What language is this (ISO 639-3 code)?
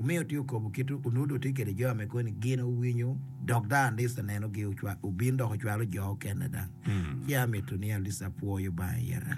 ach